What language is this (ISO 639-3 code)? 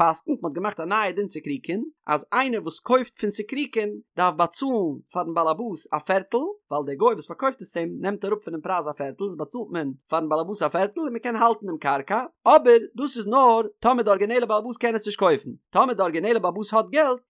yid